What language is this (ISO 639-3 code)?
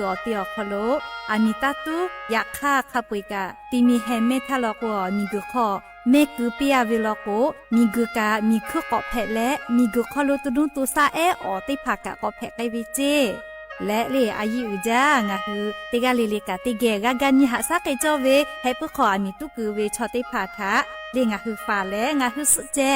lhu